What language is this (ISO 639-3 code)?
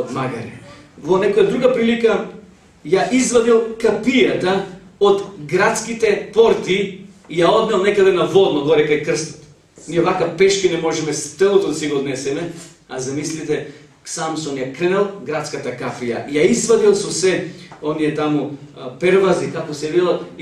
mkd